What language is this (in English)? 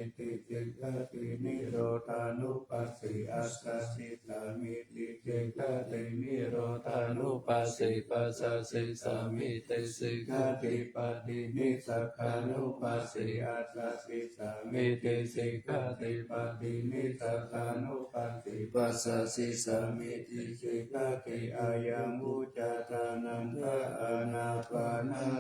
Pali